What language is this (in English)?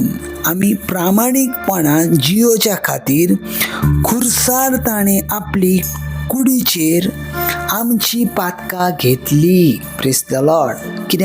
Konkani